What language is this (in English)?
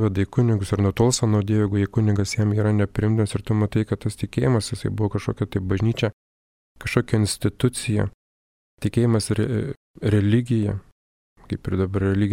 Lithuanian